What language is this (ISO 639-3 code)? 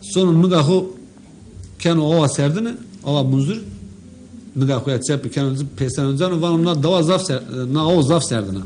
zza